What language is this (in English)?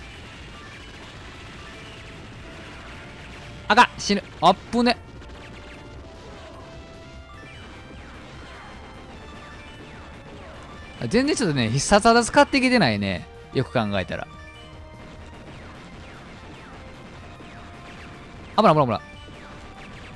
Japanese